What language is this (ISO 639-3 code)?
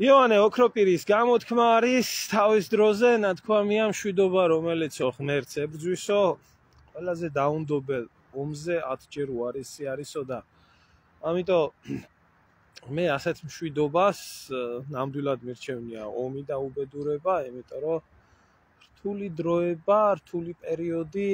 kat